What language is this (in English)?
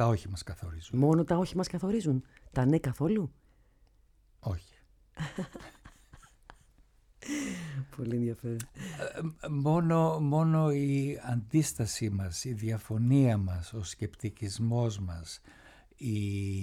Greek